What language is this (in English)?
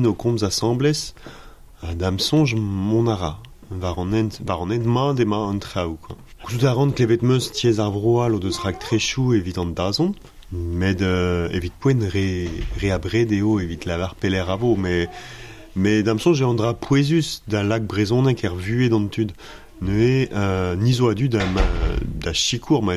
Breton